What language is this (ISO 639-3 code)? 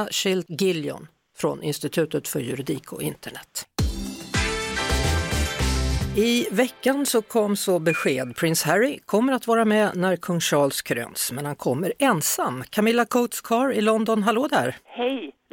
swe